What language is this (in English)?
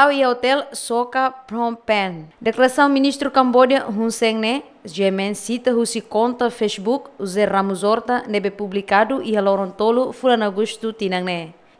Tetum